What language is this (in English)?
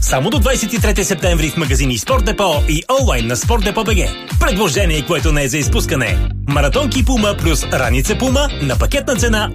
Bulgarian